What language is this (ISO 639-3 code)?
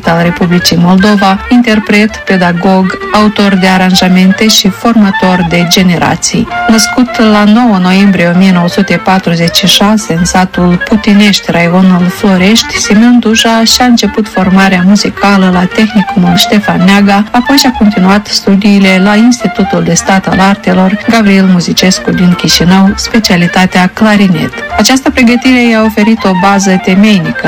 ron